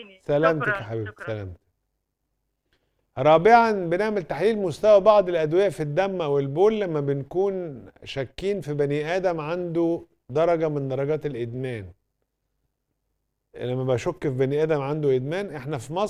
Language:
Egyptian Arabic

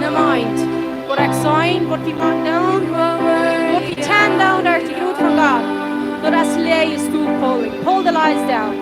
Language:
Plautdietsch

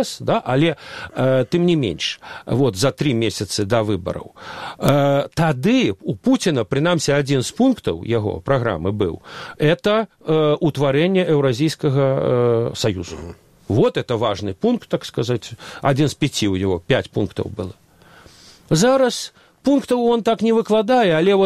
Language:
Belarusian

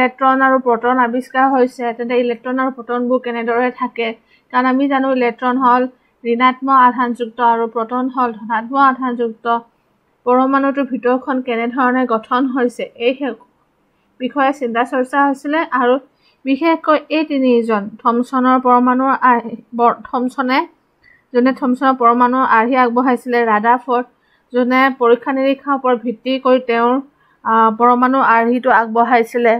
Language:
Assamese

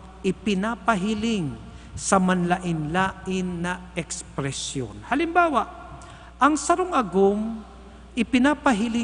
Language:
Bikol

